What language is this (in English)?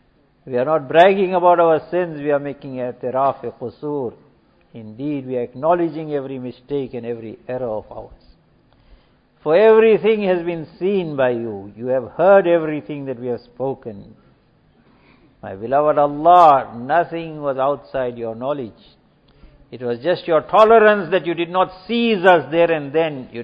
English